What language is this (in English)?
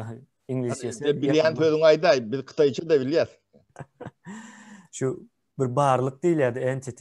Turkmen